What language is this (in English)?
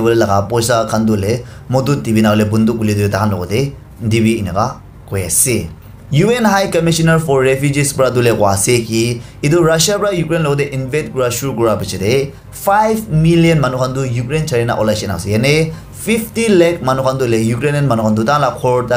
Naga Pidgin